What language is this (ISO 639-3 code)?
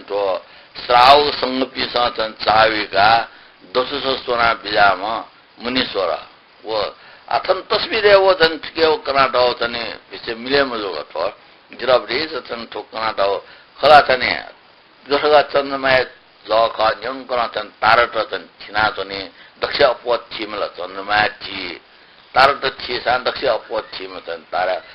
new